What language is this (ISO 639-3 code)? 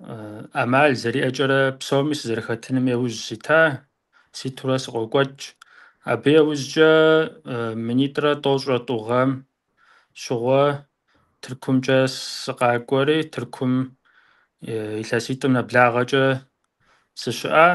kbd